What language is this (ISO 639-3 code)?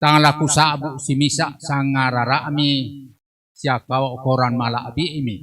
sda